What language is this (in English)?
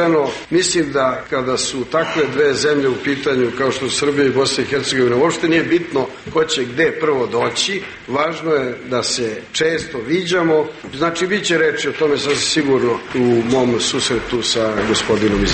Croatian